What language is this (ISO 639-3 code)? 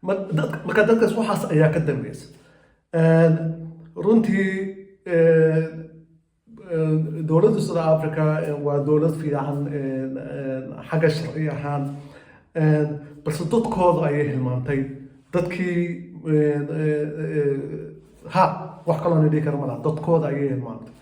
som